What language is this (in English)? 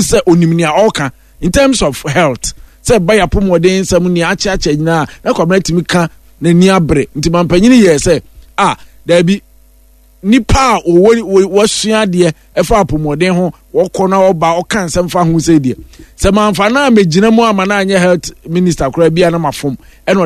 Akan